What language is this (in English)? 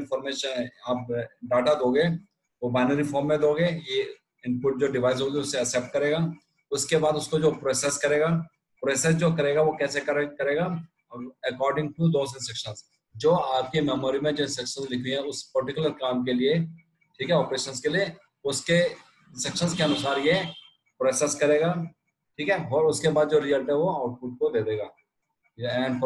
Hindi